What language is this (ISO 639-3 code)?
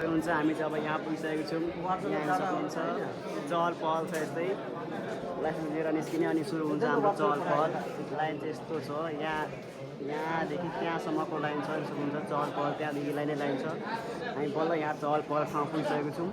nep